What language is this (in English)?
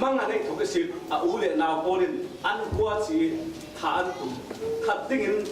Falam Chin